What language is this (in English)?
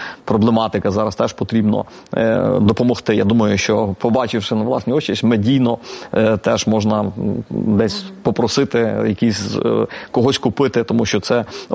Ukrainian